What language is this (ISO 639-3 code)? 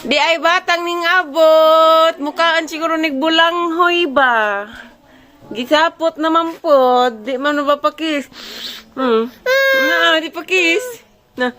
ceb